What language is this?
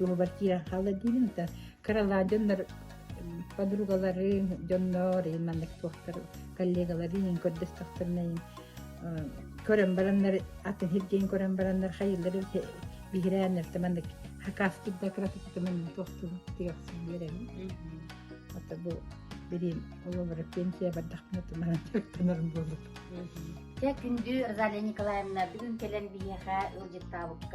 Yakut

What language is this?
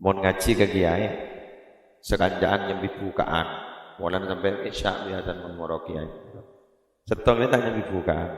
Madurese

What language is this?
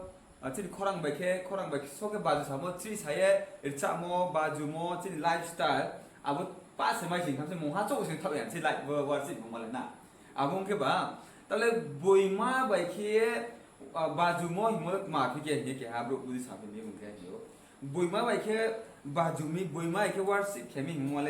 Riang (India)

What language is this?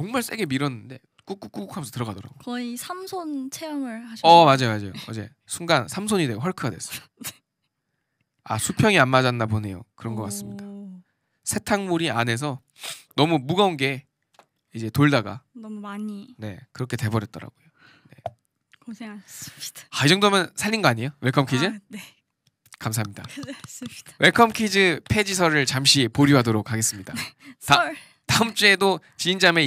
Korean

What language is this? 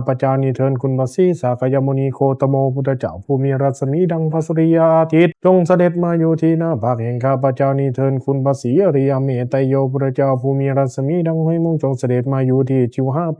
Pali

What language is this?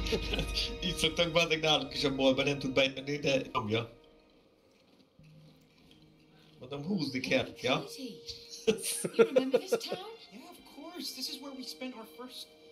Hungarian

